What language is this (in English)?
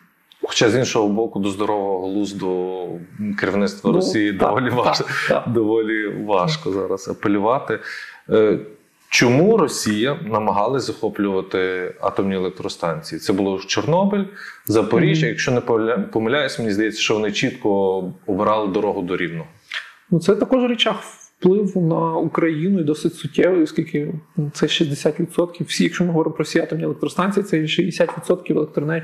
Ukrainian